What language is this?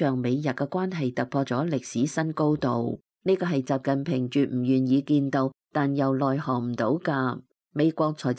Cantonese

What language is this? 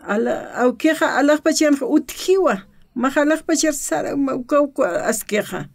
Aymara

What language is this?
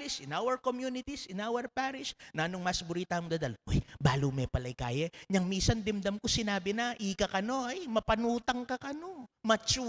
Pampanga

